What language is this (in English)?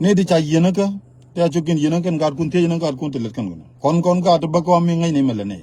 Nuer